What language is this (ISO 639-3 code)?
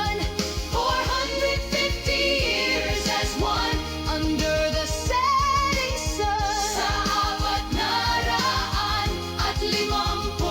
bik